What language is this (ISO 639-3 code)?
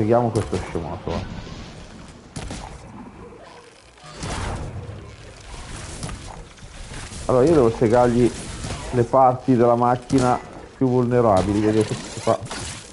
ita